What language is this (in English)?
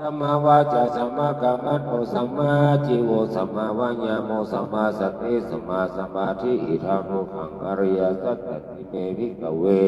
Pali